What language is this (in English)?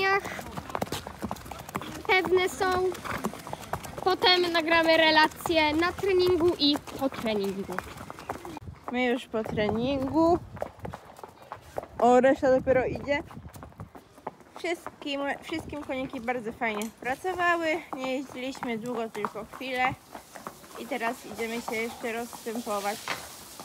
Polish